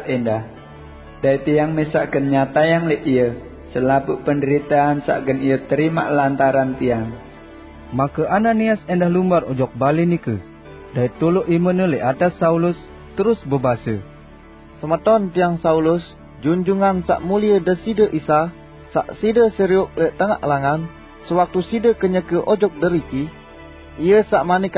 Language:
Sasak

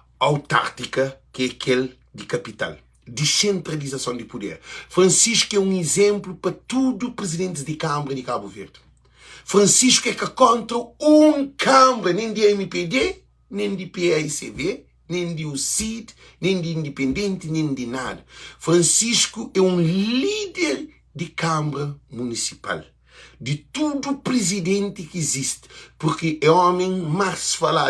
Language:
Kabuverdianu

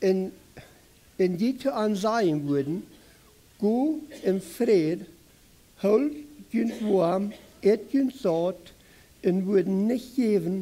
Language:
Plautdietsch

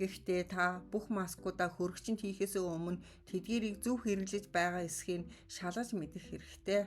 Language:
Mongolian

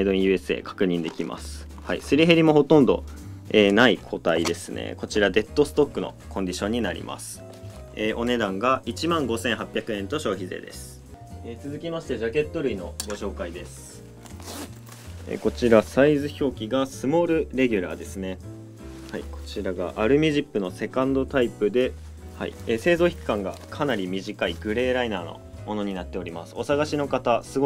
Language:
Japanese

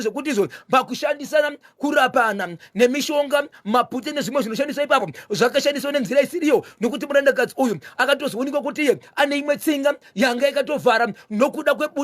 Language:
Shona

